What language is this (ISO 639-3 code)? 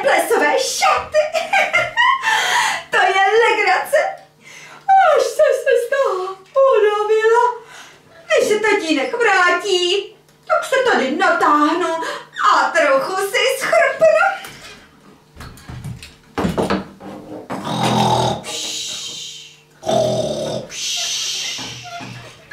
ces